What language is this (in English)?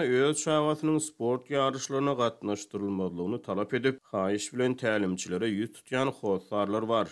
Turkmen